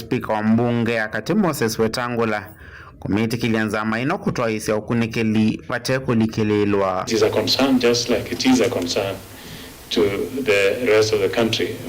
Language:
Kamba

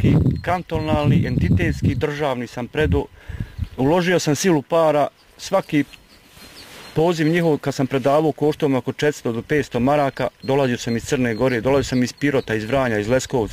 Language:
Bosnian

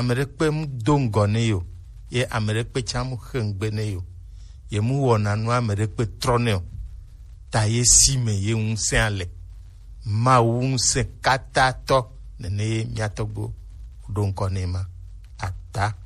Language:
Gen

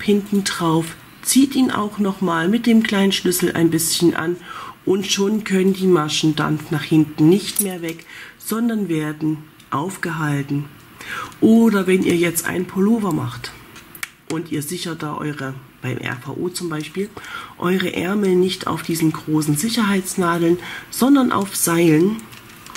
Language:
German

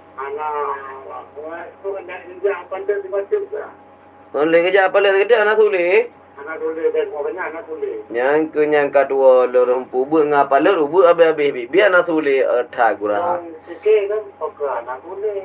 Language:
Achinese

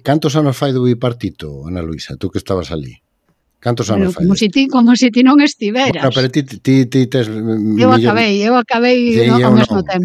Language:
Galician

